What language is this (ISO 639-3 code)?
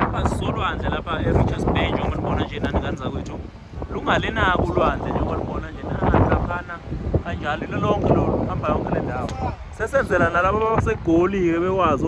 zul